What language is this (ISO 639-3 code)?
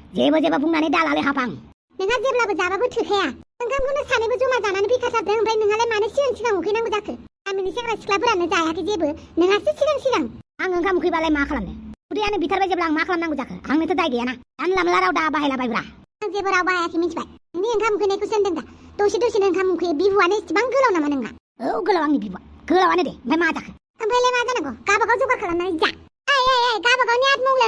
brx